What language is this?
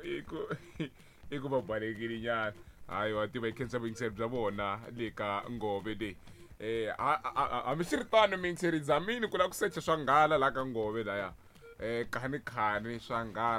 Tsonga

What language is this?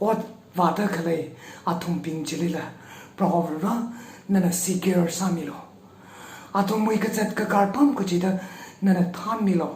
Tangkhul Naga (India)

